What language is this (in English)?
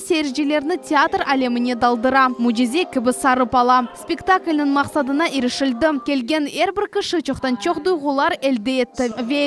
Crimean Tatar